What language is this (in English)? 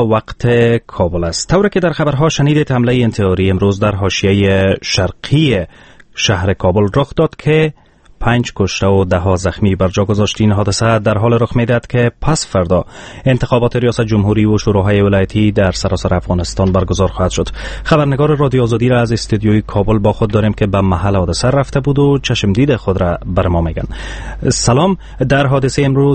Persian